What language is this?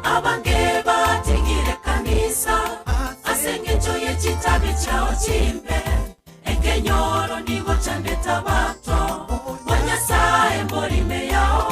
Gusii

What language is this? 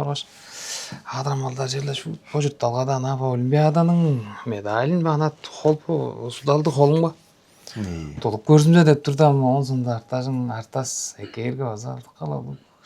Tuvinian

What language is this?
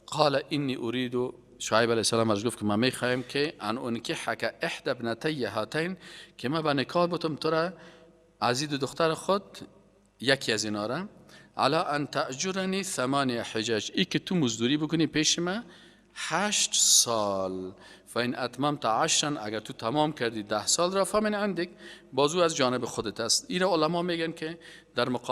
Persian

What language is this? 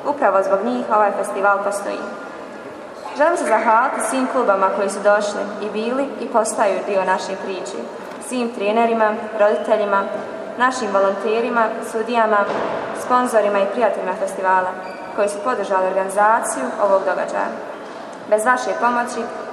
Bosnian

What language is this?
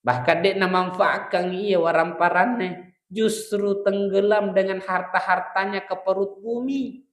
Buginese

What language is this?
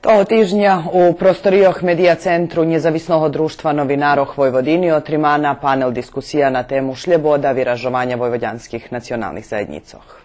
Rusyn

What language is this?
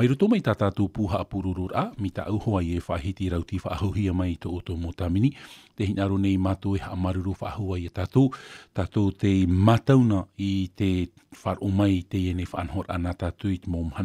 Tahitian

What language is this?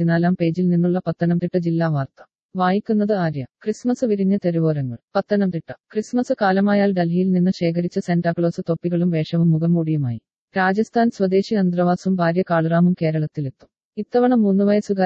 Malayalam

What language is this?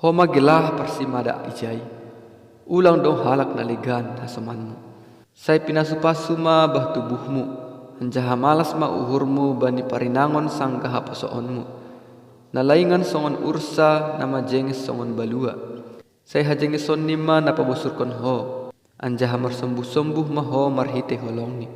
Batak Simalungun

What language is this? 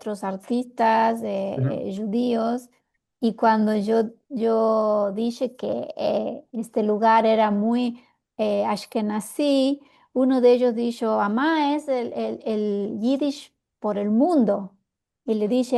Ladino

